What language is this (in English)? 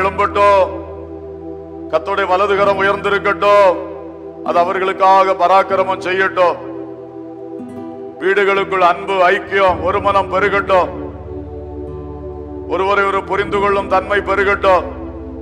Tamil